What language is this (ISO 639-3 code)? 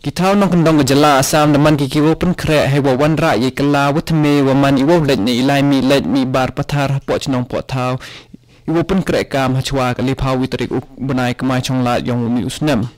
kha